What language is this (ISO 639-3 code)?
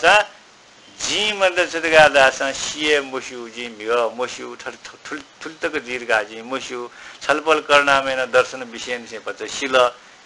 new